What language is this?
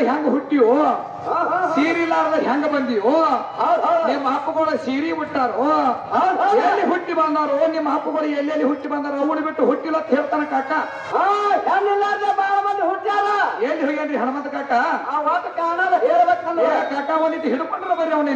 Kannada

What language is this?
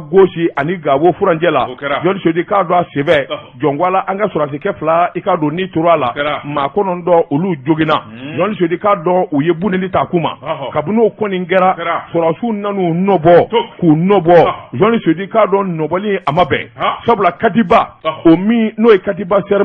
Bambara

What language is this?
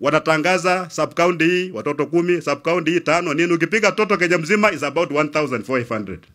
Swahili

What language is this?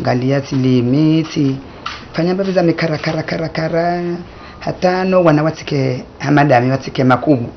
Ngazidja Comorian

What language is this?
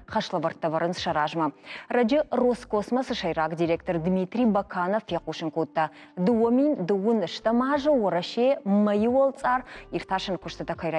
Ossetic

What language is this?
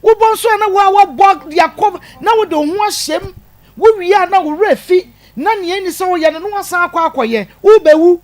Akan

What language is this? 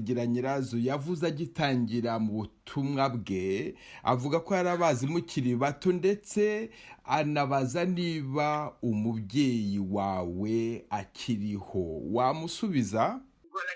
Kinyarwanda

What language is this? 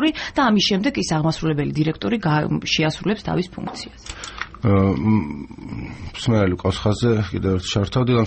Georgian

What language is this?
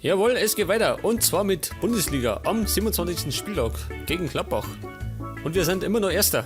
Bavarian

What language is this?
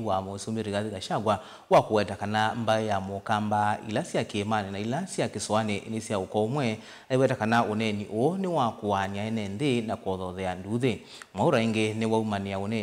Kamba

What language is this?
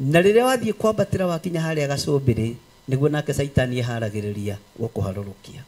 Kikuyu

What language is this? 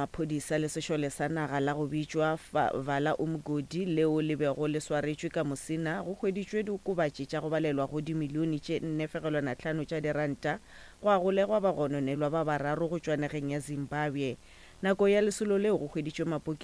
Northern Sotho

